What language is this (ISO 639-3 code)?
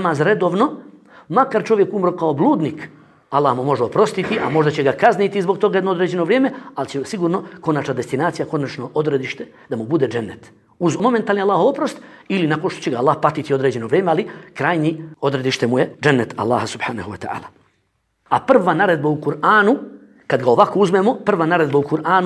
bos